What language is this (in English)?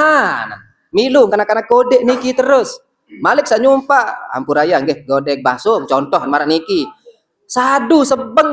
Sasak